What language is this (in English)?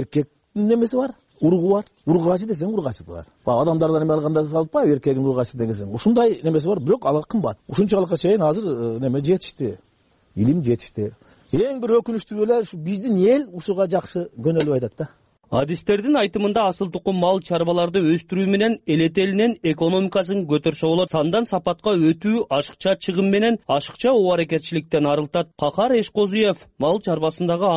Kyrgyz